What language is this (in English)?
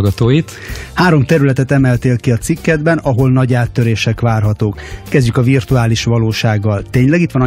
Hungarian